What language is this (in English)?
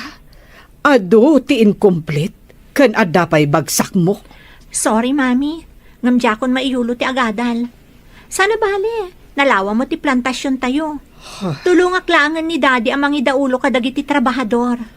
Iloko